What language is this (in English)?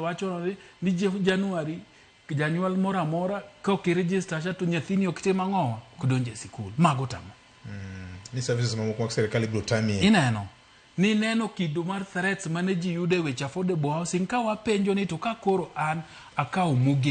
Luo (Kenya and Tanzania)